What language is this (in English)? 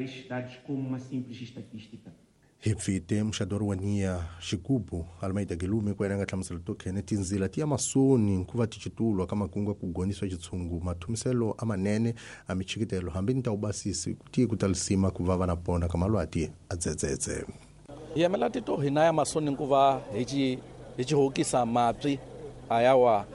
Tsonga